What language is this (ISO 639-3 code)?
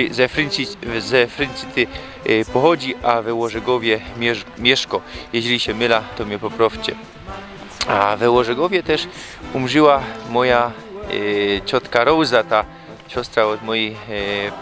szl